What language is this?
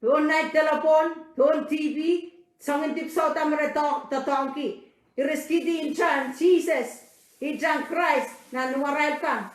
Pohnpeian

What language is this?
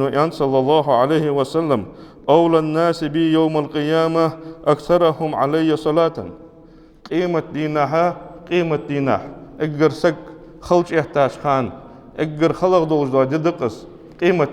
Ingush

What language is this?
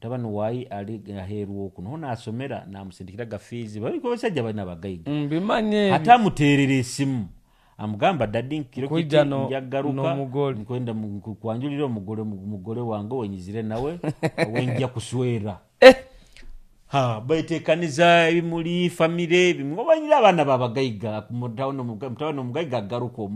Nyoro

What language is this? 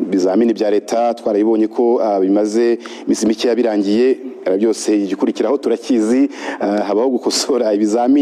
Kinyarwanda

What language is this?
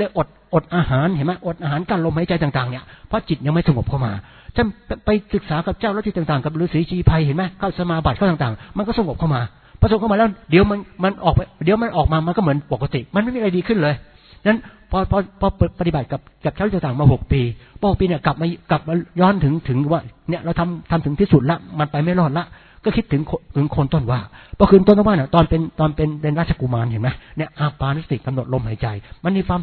Thai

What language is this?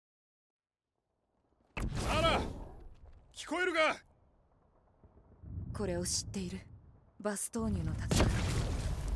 Japanese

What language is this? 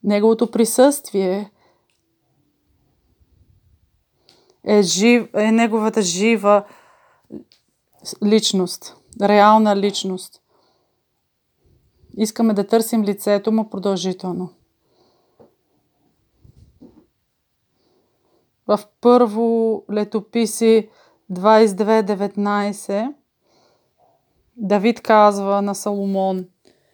Bulgarian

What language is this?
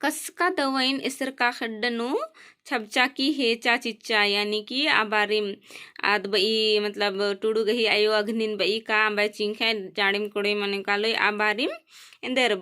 Kurukh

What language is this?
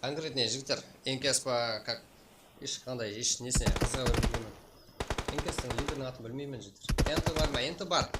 Kara-Kalpak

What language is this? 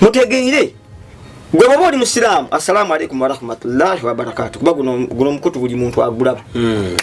Ganda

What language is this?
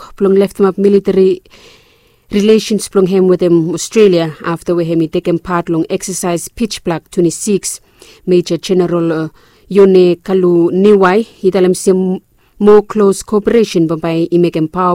Bislama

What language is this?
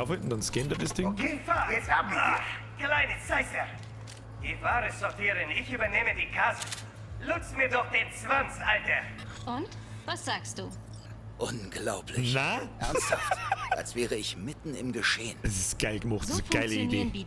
Bavarian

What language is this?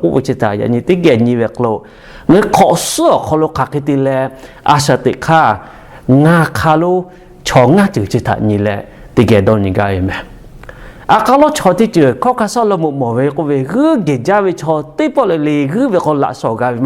Lahu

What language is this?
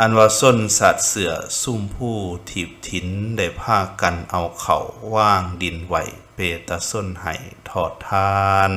Lao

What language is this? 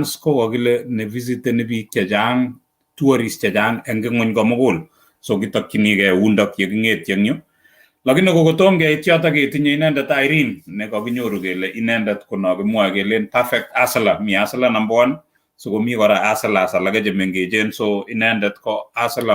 Kalenjin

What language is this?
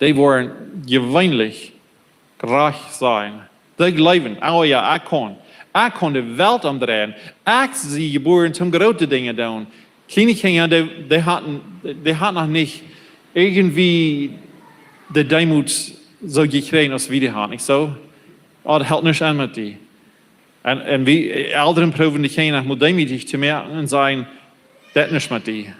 Plautdietsch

